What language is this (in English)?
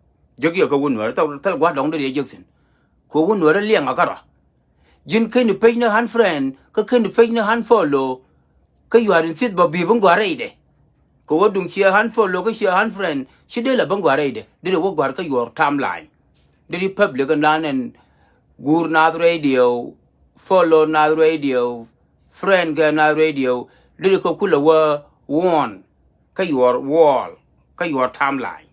Nuer